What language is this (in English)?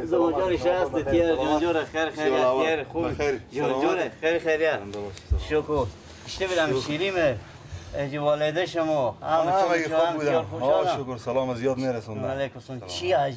Persian